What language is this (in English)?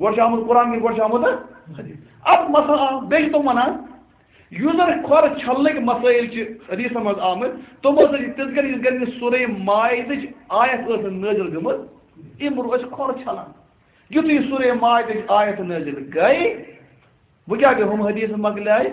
Kashmiri